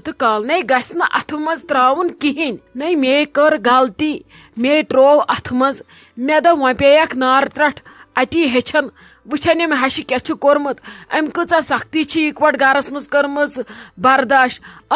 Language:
Kashmiri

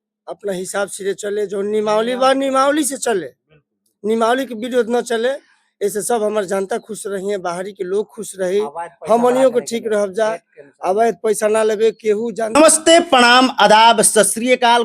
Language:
Bhojpuri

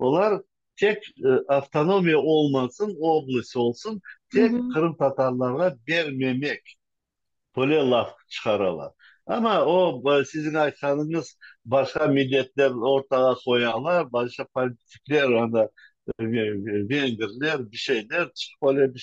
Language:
Crimean Tatar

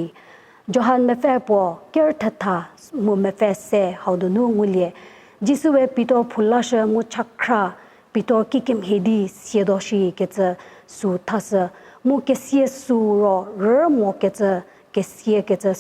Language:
Angami Naga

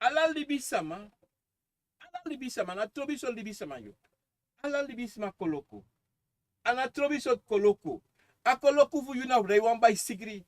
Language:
Sranan Tongo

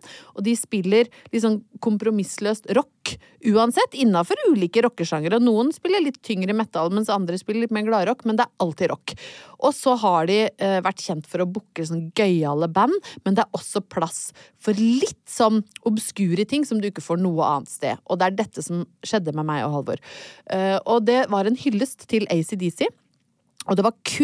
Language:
Norwegian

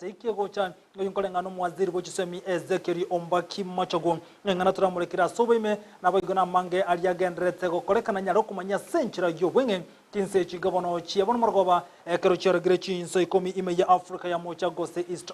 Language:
Gusii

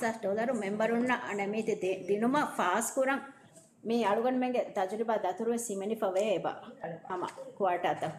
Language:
Divehi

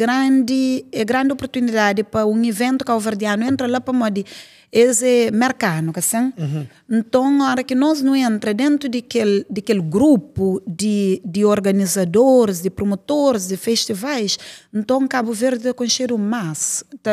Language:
Kabuverdianu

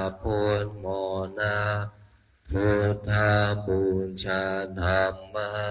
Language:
Pali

